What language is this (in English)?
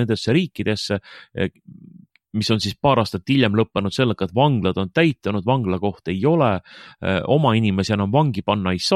Estonian